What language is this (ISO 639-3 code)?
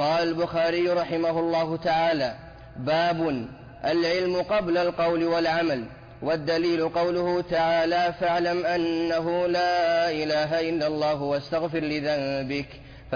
ara